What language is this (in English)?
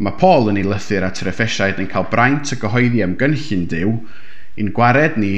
Welsh